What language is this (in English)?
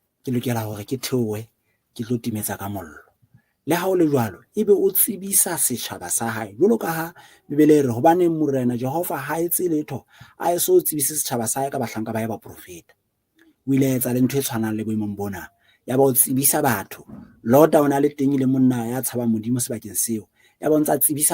Southern Sotho